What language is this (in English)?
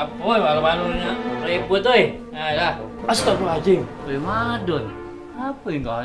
Musi